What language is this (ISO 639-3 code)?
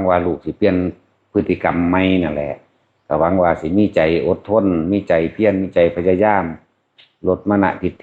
tts